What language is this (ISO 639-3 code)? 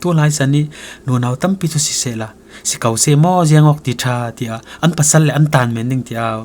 cfm